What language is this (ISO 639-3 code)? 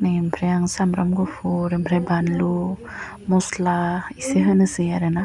brx